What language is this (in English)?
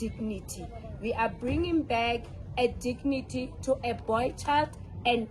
Southern Sotho